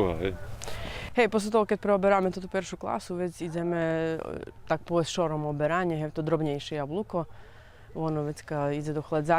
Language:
Rusyn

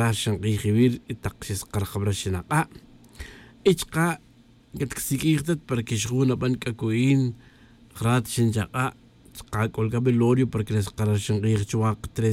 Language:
Kaqchikel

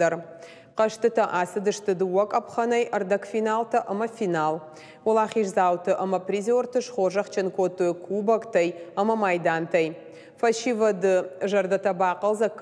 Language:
Ossetic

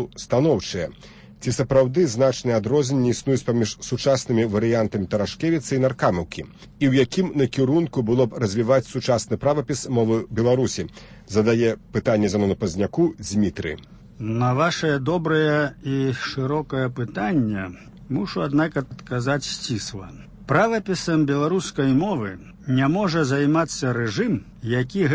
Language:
Belarusian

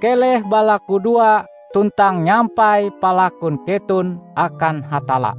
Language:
Ngaju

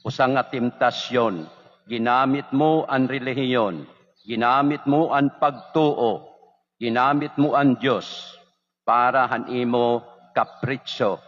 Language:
Waray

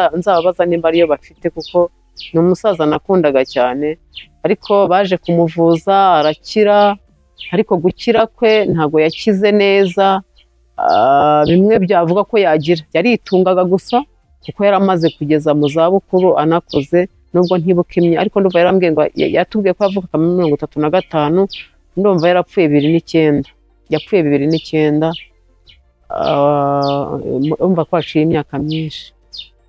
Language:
Kinyarwanda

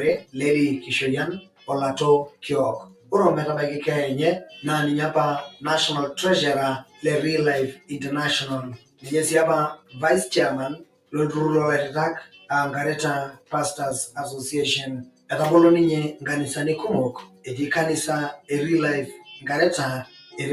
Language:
Masai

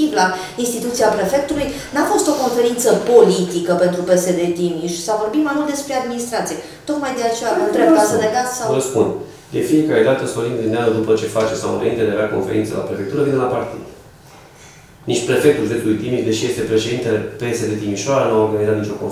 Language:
Romanian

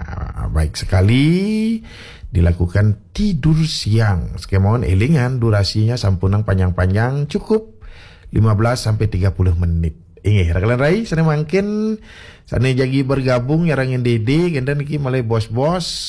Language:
Balinese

